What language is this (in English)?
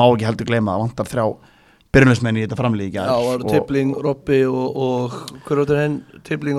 Icelandic